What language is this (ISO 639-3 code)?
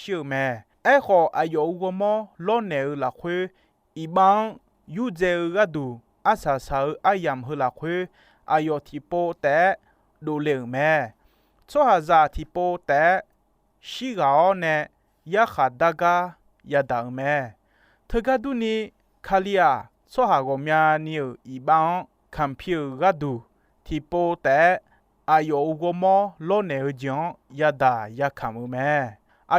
ahk